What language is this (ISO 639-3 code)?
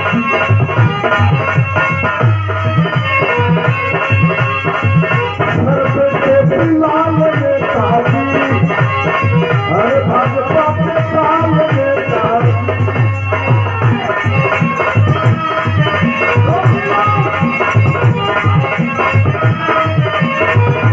bho